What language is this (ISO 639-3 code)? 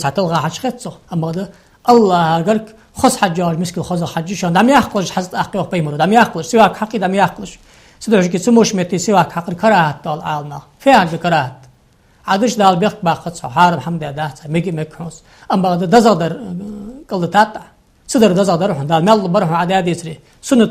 inh